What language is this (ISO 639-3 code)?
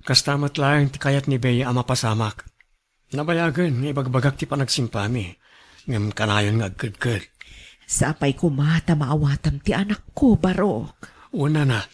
ilo